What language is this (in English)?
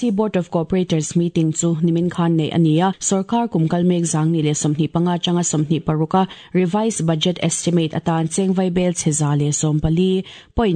Mizo